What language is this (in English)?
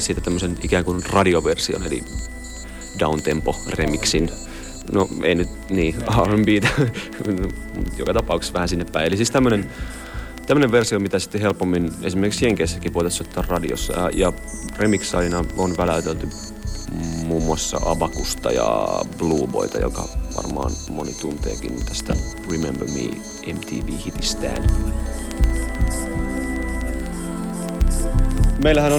Finnish